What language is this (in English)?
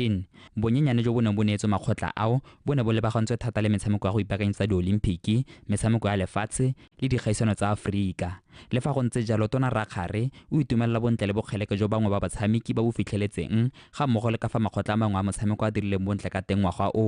Tswana